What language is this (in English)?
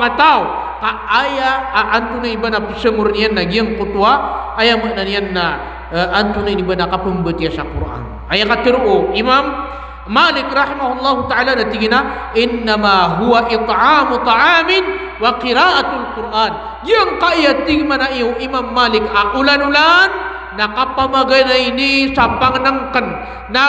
Maranao